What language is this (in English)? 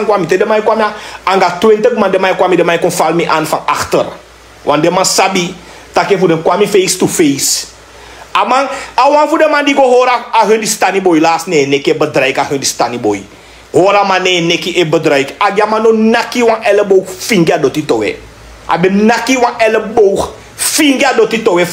Sranan Tongo